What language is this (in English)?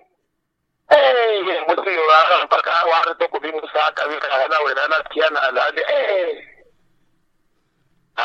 Swahili